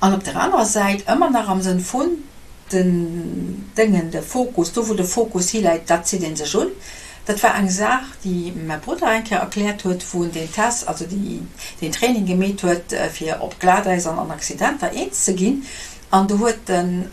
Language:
Luxembourgish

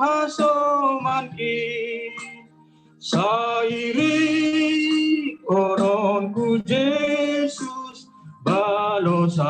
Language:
Batak Simalungun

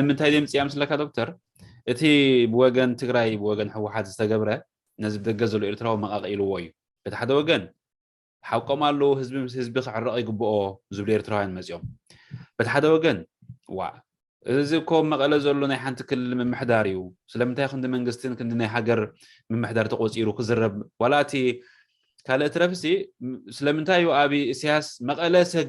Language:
Tigrinya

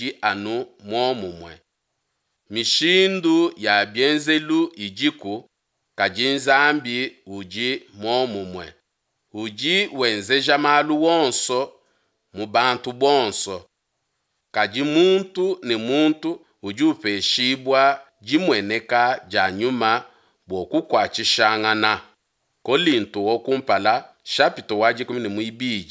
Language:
Luba-Lulua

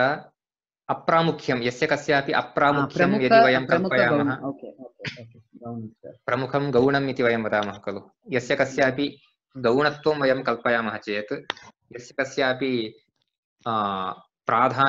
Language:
Sanskrit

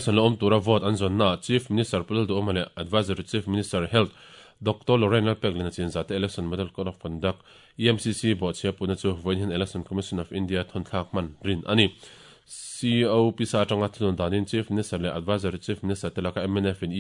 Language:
Mizo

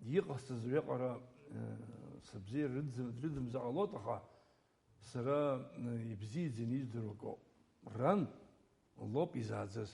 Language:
Abkhazian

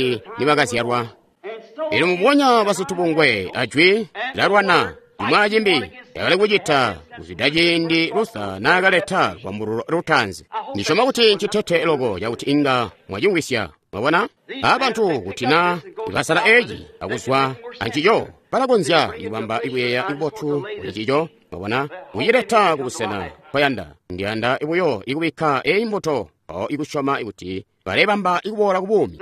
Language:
Tonga (Zambia)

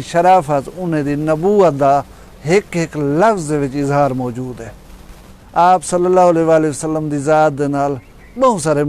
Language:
Saraiki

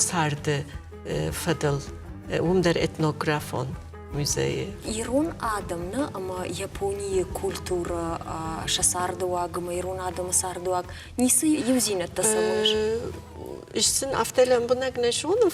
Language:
Ossetic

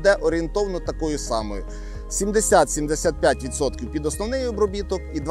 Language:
Ukrainian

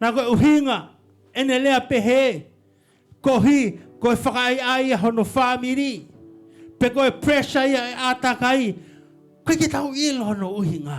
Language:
Tongan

